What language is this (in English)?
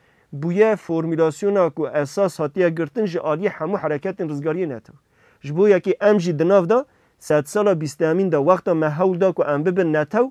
Kurdish